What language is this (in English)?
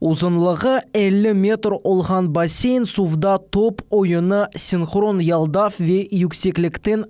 Crimean Tatar